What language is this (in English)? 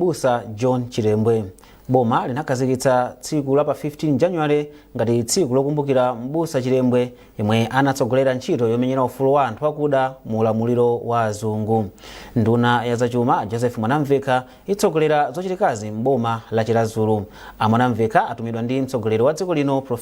Nyanja